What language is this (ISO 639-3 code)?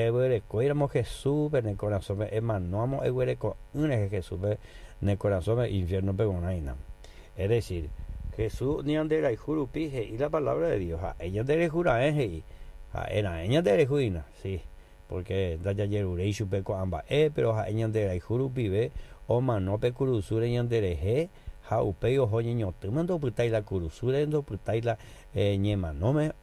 grn